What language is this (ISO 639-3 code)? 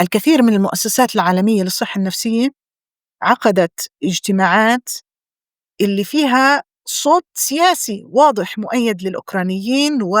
apc